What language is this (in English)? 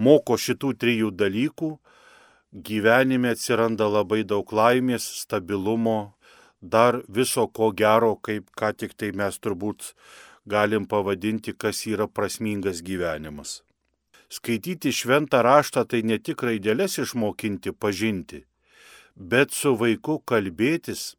Lithuanian